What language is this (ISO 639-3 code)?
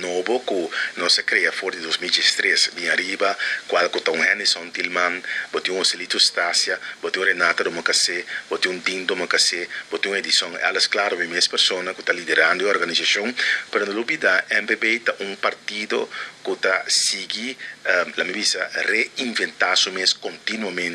pap